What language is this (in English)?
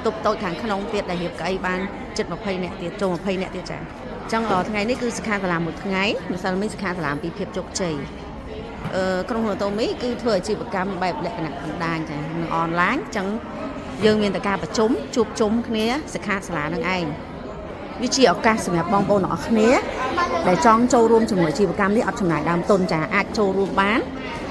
Khmer